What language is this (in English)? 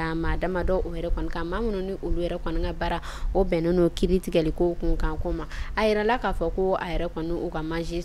Bambara